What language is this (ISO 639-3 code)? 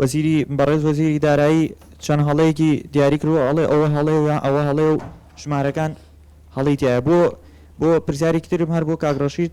ckb